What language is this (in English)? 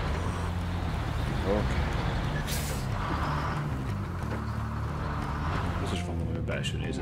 Hungarian